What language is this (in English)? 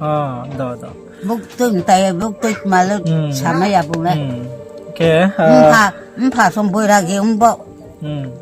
Riang (India)